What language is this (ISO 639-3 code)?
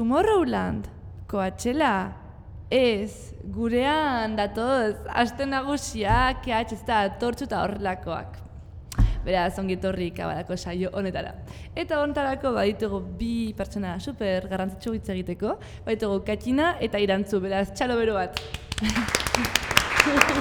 eus